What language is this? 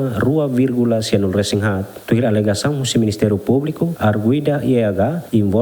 Tetum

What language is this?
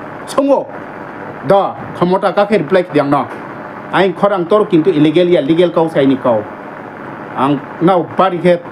Riang (India)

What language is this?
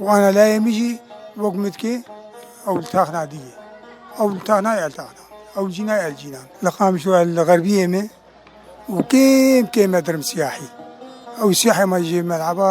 Kurdish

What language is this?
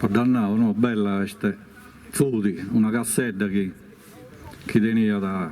Sardinian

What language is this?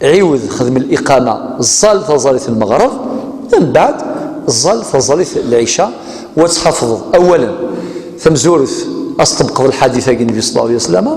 Kabyle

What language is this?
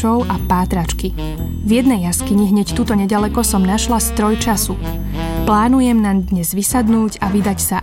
Slovak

